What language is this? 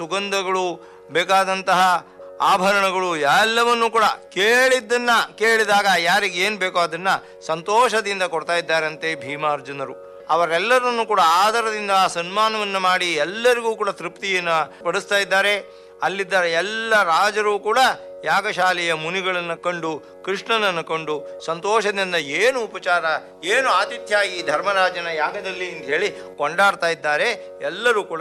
Kannada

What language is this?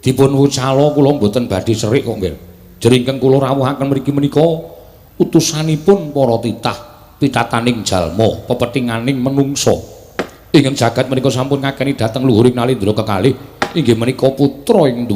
Javanese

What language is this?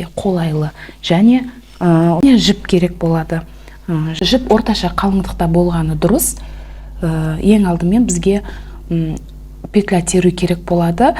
Kazakh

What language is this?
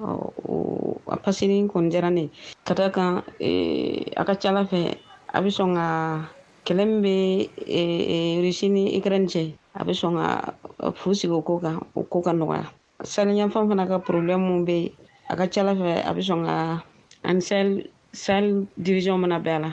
Bambara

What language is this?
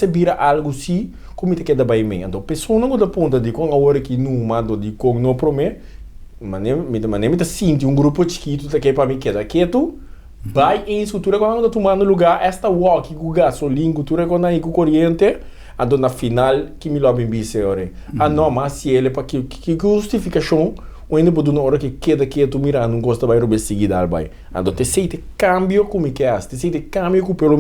Papiamento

